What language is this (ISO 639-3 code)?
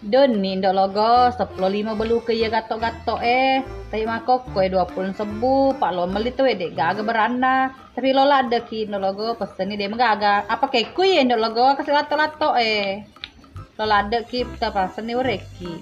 bug